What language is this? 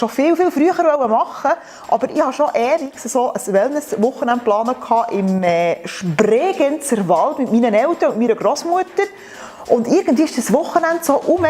Swiss German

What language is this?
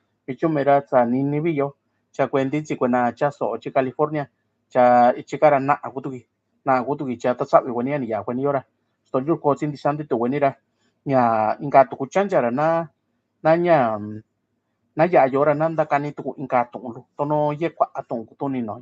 Mixtepec Mixtec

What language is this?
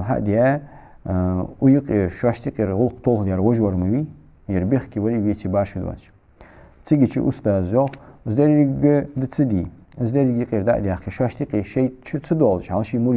Ingush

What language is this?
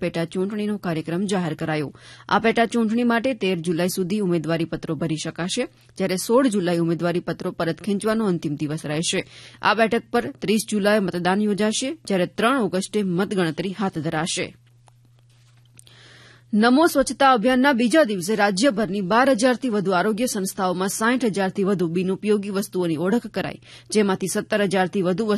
Gujarati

